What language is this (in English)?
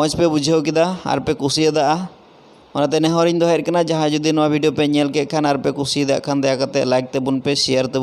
Santali